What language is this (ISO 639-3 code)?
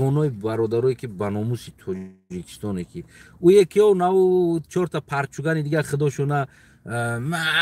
tgk